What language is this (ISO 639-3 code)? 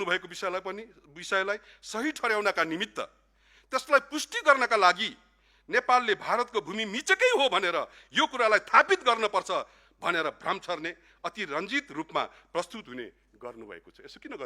nep